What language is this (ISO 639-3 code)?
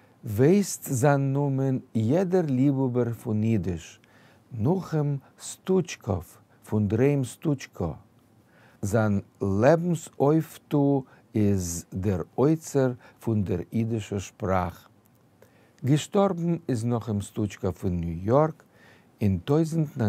yid